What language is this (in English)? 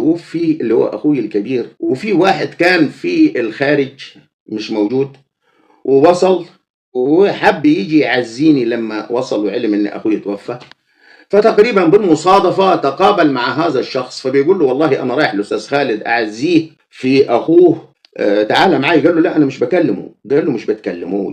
Egyptian Arabic